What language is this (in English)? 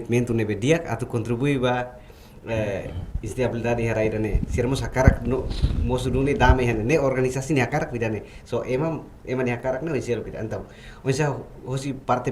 Tetum